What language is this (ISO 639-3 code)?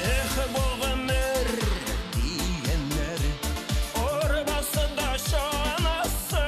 bak